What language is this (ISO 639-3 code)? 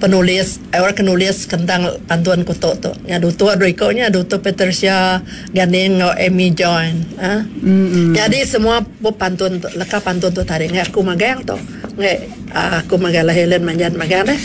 iba